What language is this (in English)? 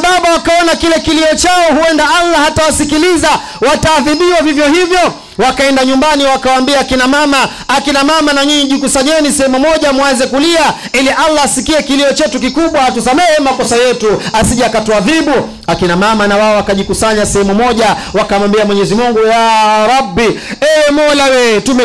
Swahili